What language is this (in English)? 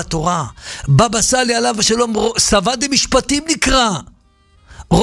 Hebrew